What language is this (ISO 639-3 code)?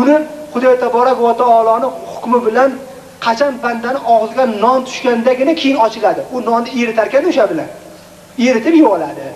uzb